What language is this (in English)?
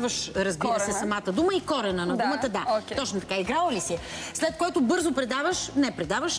Bulgarian